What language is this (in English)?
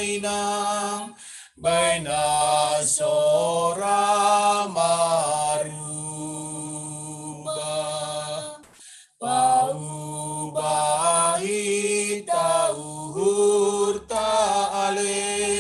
Batak Simalungun